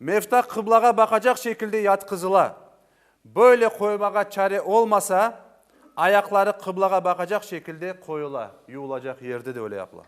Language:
Crimean Tatar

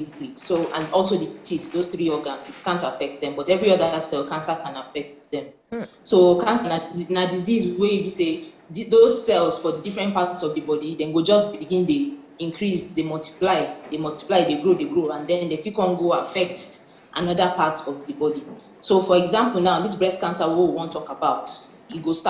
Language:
Nigerian Pidgin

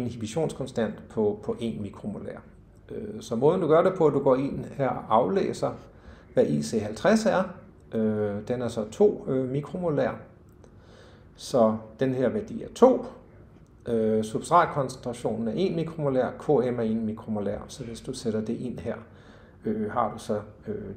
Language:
Danish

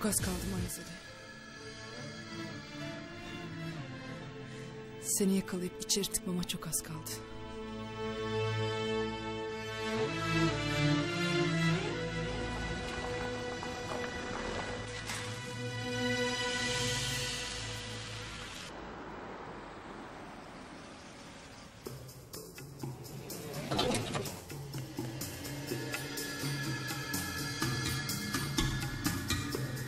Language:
Turkish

